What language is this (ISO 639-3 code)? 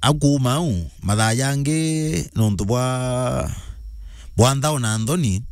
mer